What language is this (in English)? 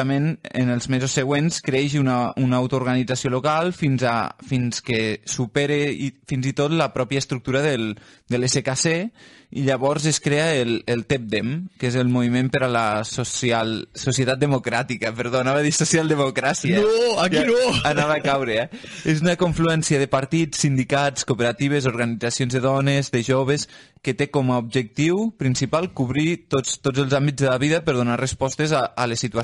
Catalan